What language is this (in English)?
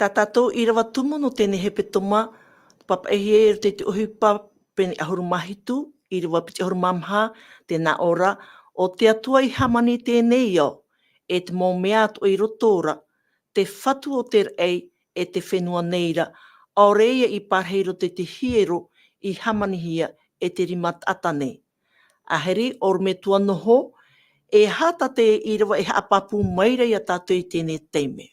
Tahitian